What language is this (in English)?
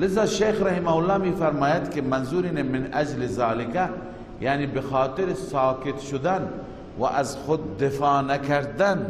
Persian